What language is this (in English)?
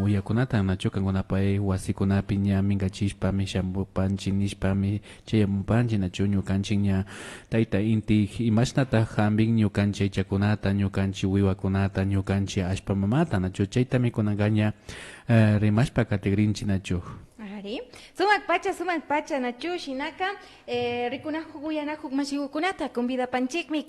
Imbabura Highland Quichua